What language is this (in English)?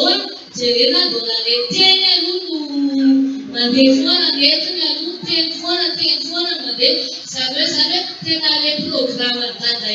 Malagasy